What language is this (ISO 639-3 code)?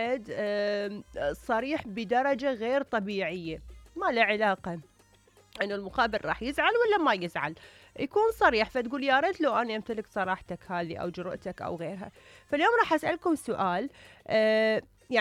acm